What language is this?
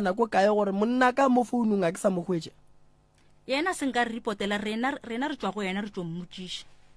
Northern Sotho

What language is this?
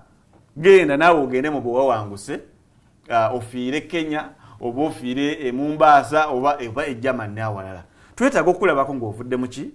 Ganda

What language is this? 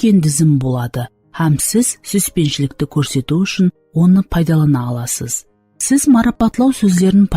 Kara-Kalpak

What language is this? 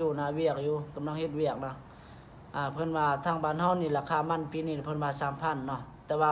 Lao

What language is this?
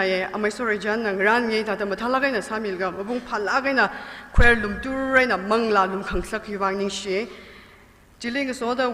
Tangkhul Naga (India)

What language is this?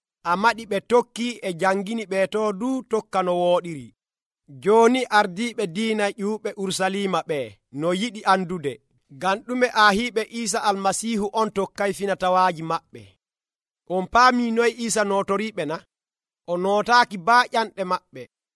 Nigerian Fulfulde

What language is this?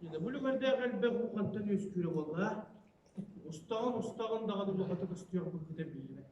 Yakut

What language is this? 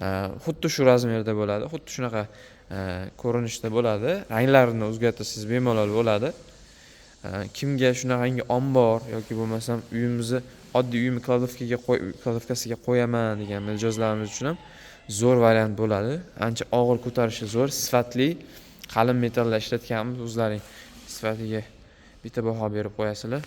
Uzbek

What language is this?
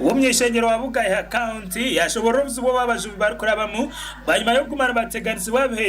Nyankole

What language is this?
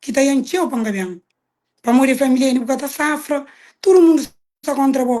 Kabuverdianu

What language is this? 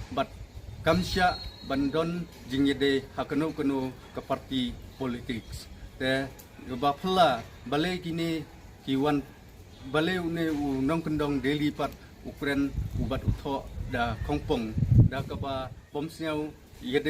Khasi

